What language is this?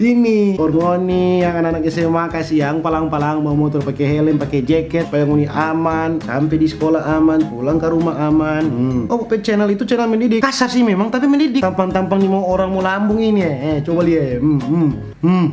Manado Malay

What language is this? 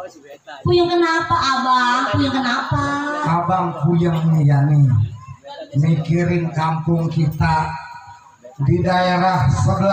Betawi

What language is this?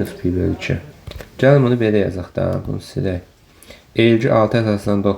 Azerbaijani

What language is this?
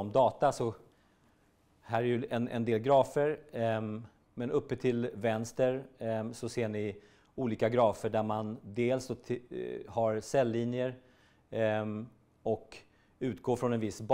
Swedish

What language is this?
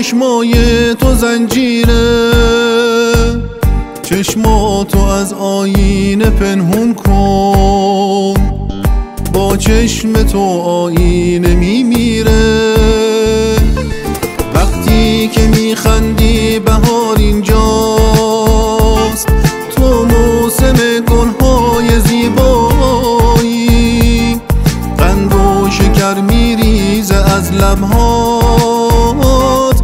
Persian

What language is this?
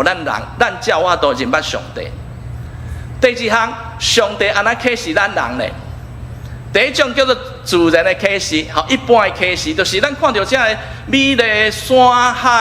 Min Nan Chinese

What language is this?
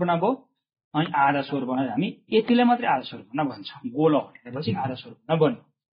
Nepali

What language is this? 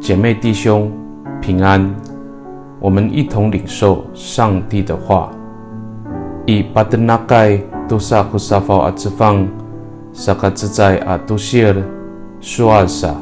Amis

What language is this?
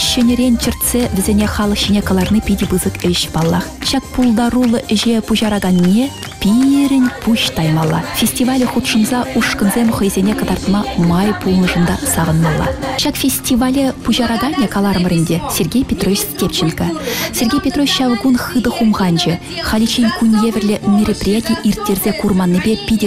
Chuvash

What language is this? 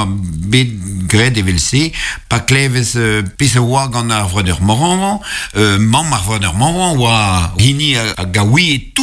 Breton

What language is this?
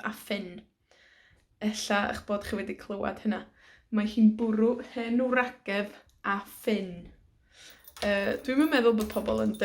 Welsh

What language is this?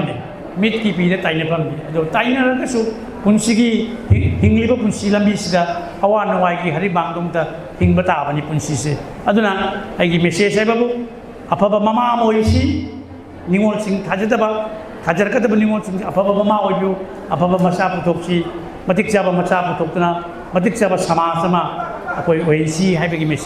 Manipuri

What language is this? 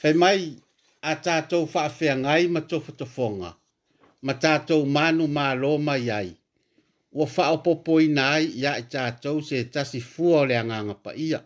Samoan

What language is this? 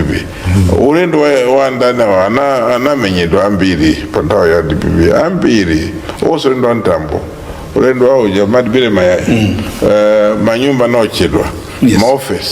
Nyanja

